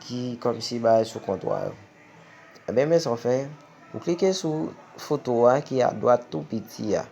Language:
Haitian Creole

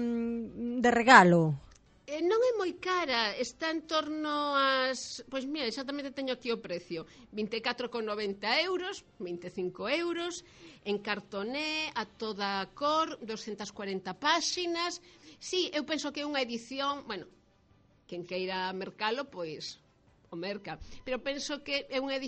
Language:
Galician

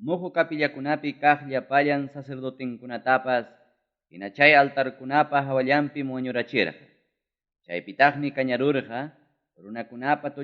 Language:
Ayacucho Quechua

